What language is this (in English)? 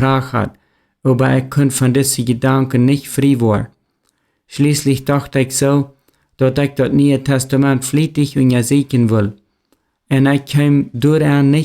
Plautdietsch